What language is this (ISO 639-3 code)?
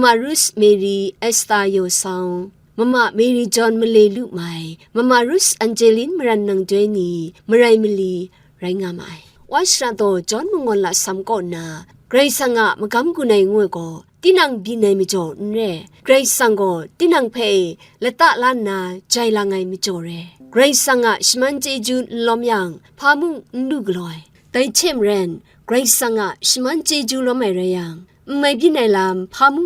kac